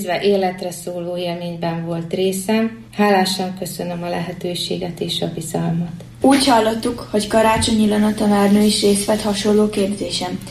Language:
Hungarian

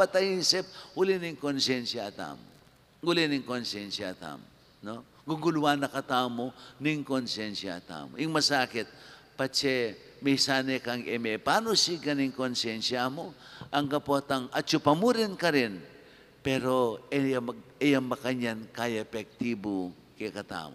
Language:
Pampanga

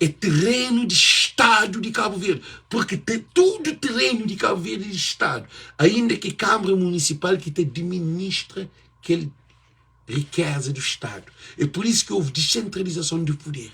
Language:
Kabuverdianu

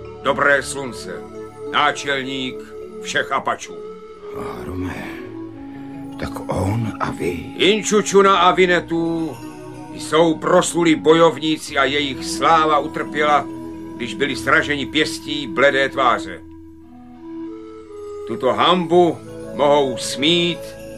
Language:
Czech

